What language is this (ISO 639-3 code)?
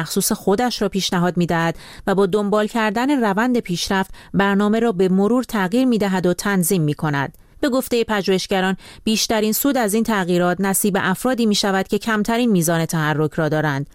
fas